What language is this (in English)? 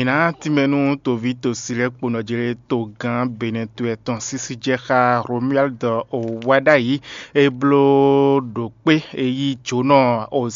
Fon